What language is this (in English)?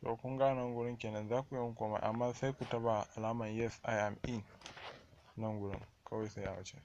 Hausa